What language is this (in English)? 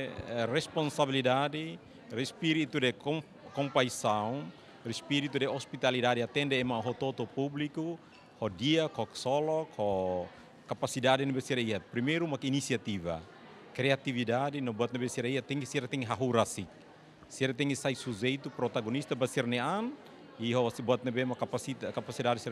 Tetum